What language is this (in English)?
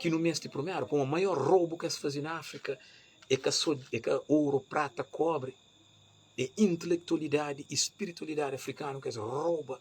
Kabuverdianu